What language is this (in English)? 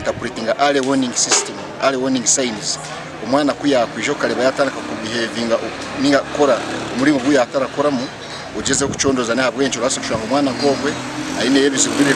Nyankole